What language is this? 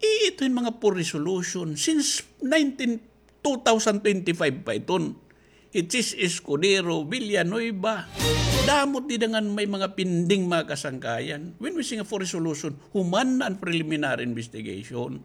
Waray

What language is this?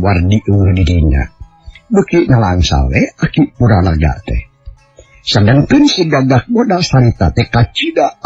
Sundanese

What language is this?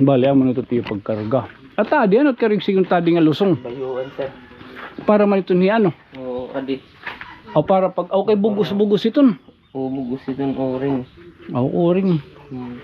Waray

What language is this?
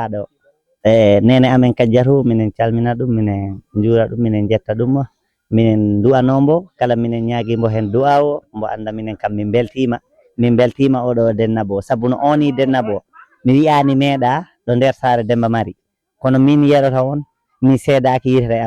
Fula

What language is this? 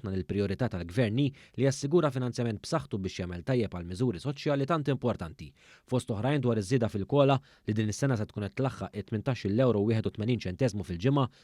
Maltese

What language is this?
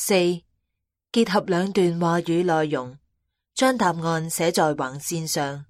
Cantonese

